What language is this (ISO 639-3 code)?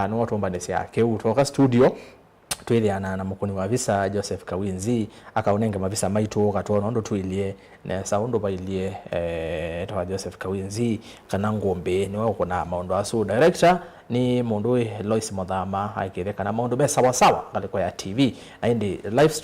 kam